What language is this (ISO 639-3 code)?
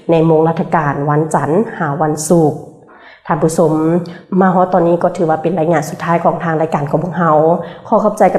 lao